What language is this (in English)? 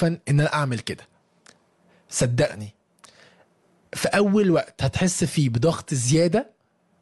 Egyptian Arabic